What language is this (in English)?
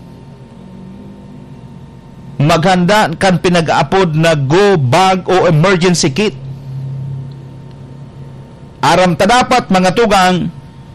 Bikol